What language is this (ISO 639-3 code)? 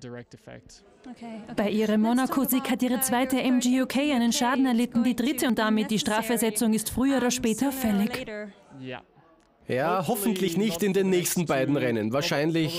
deu